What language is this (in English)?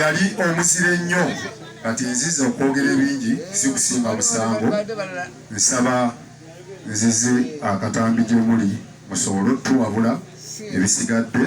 Ganda